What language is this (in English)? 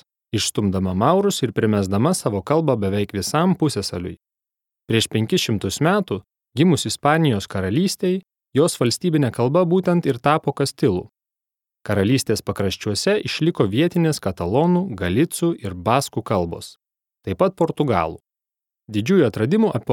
Lithuanian